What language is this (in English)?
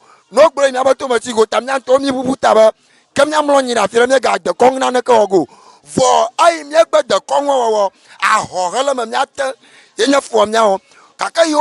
Ewe